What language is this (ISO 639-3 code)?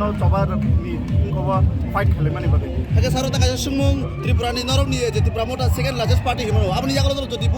trp